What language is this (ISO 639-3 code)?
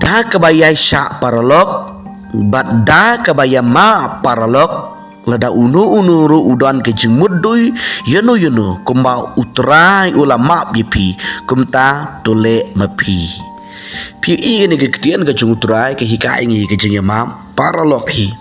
kha